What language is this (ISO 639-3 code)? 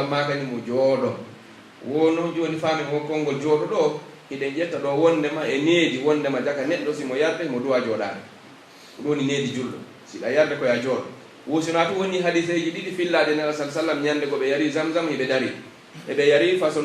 fuf